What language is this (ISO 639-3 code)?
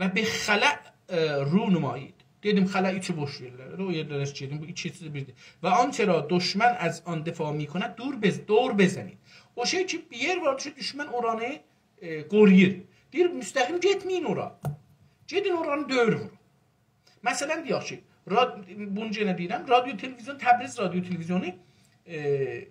azb